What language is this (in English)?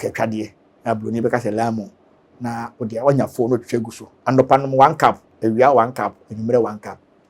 Akan